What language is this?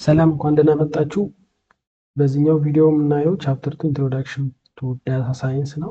Amharic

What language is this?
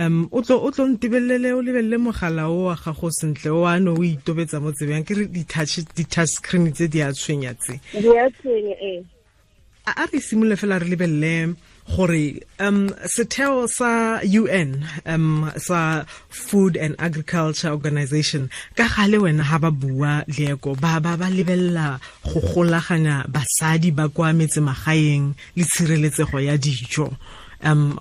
Tswana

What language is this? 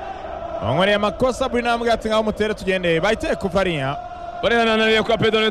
Kinyarwanda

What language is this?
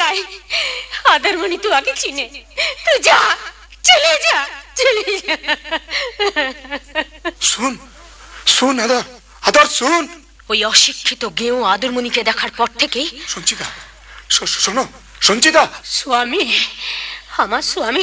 Bangla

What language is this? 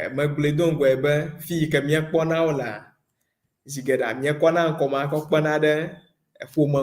Ewe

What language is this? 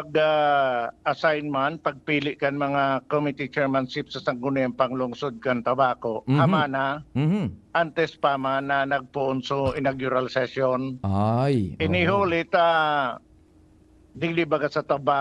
Bikol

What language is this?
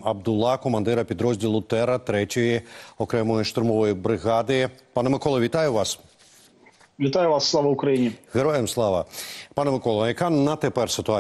Ukrainian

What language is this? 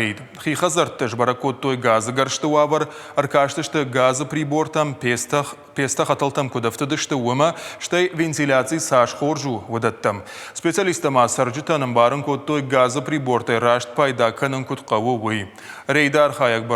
Ossetic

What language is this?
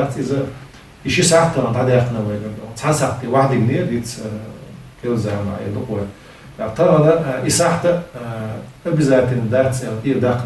Chechen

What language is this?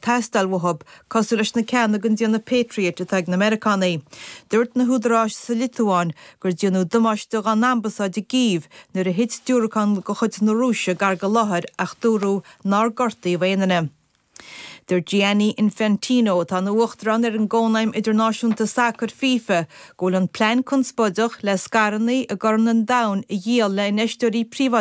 Irish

